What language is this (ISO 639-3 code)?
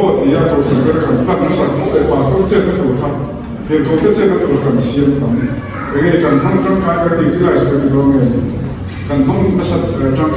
lus